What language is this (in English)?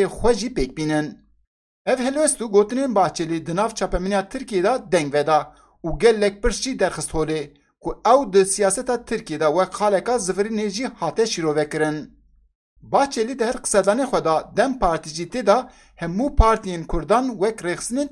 Kurdish